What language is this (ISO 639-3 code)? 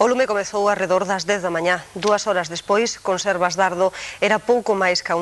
glg